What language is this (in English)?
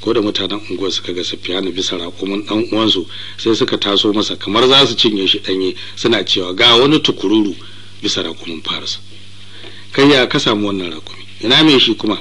Hausa